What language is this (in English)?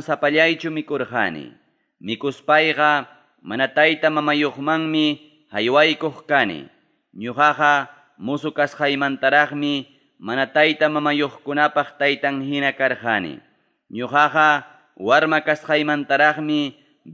Ayacucho Quechua